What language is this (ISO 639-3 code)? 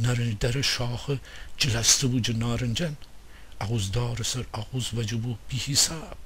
glk